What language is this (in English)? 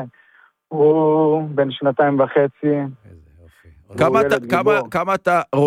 Hebrew